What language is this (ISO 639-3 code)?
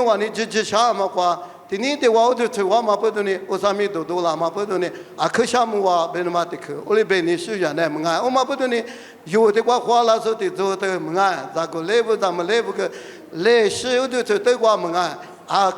lis